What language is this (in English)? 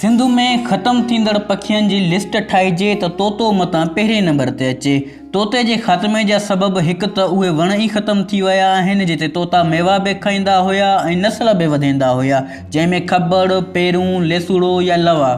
Sindhi